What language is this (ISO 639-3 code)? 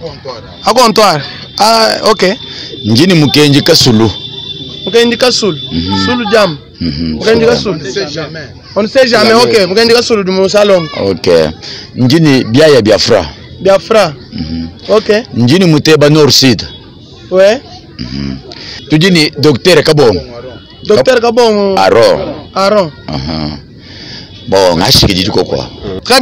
lua